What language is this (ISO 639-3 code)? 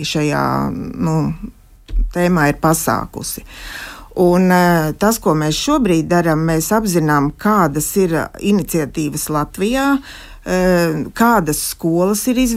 lav